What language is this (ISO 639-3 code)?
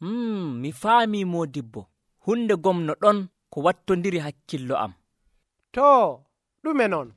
fuv